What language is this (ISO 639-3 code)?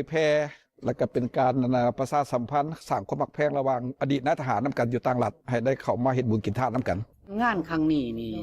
lao